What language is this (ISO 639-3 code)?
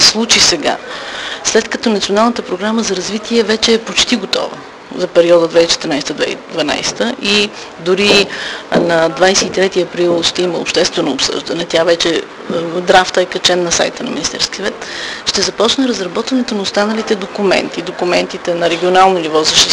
bul